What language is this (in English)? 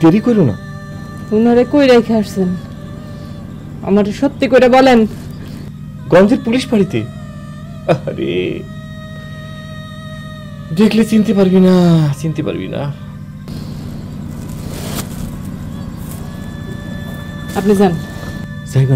Bangla